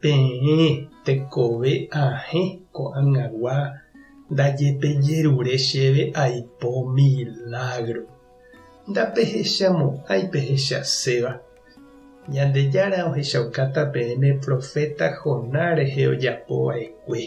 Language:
Guarani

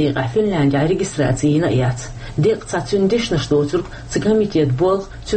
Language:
Chechen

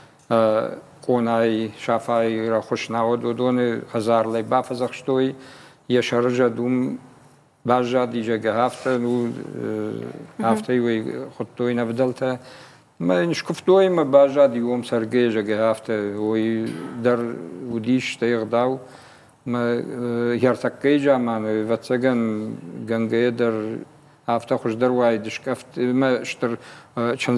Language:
Ossetic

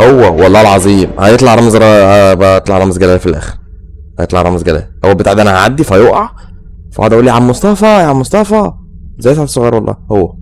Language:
Egyptian Arabic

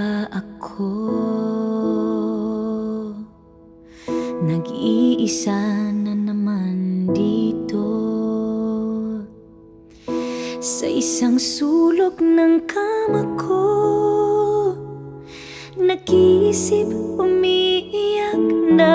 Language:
Filipino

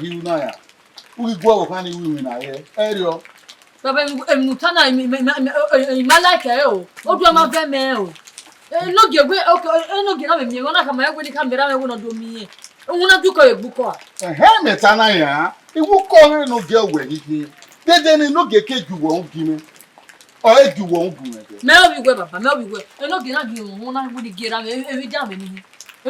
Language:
Bini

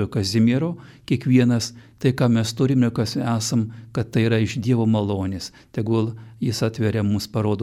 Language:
Lithuanian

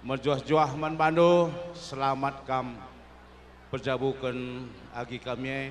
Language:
Batak Karo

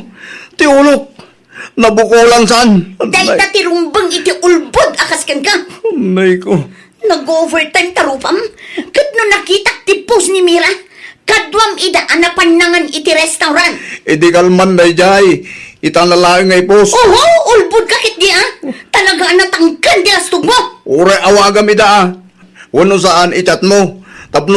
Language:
Iloko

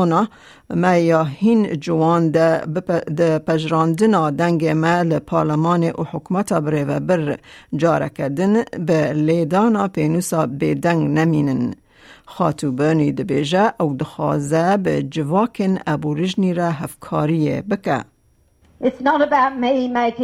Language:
Kurdish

